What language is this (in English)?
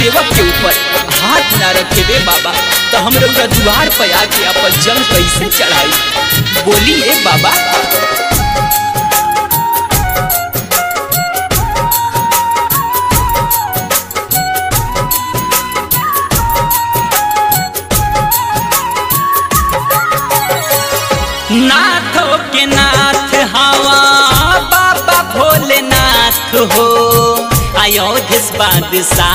Bhojpuri